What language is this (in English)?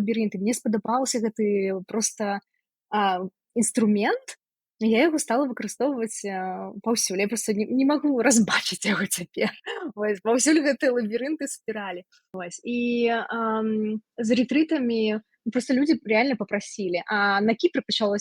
Belarusian